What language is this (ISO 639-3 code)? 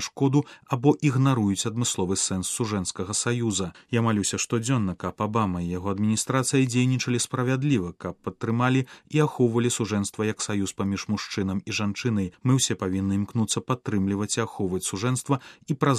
bel